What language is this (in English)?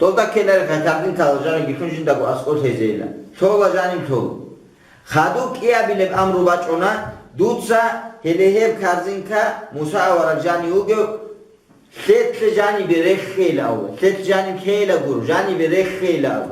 Avaric